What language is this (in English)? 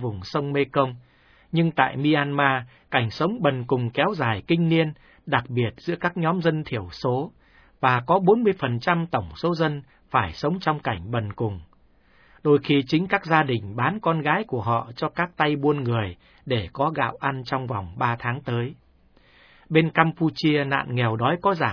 Vietnamese